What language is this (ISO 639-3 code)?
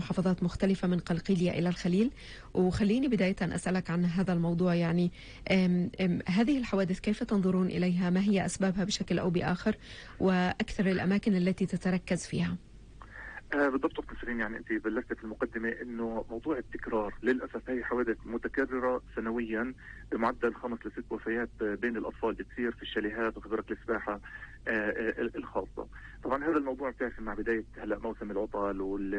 apc